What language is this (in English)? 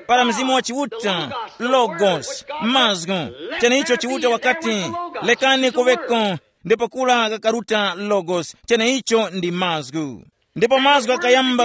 Tumbuka